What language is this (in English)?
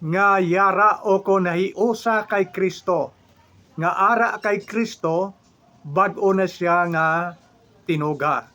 Hiligaynon